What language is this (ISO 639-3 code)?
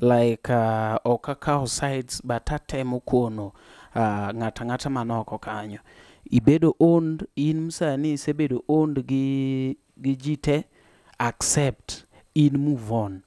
luo